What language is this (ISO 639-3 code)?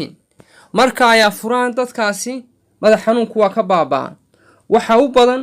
som